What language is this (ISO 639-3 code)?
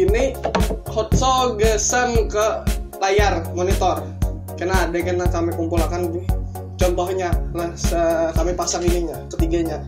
bjn